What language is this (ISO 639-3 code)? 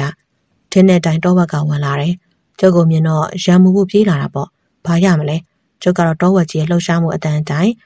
mya